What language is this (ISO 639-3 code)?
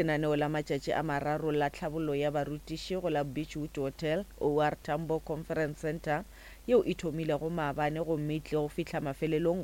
nso